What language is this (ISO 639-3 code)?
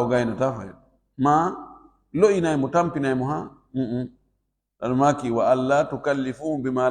ful